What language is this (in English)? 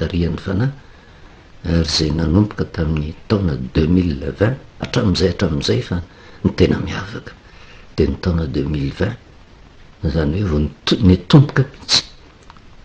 Malagasy